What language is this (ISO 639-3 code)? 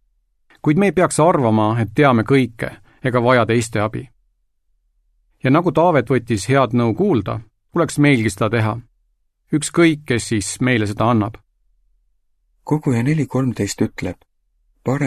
est